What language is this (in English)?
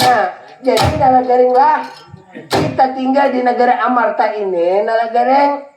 Banjar